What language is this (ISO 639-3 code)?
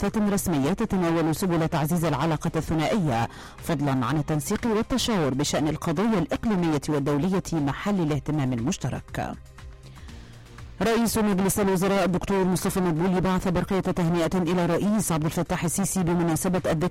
ara